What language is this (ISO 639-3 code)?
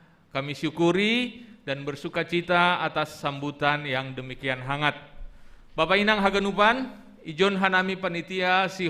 bts